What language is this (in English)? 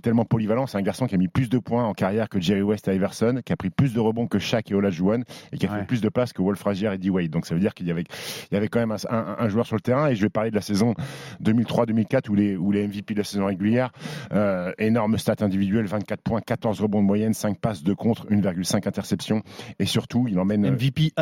French